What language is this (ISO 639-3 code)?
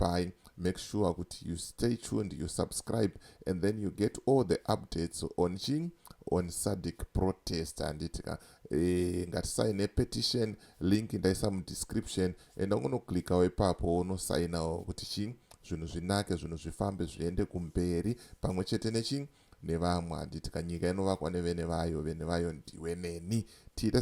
sna